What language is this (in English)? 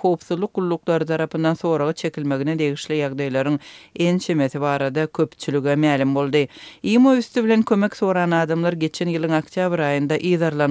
Turkmen